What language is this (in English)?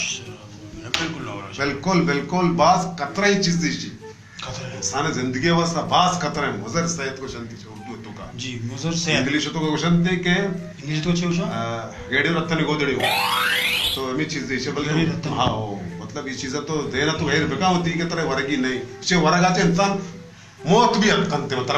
Baluchi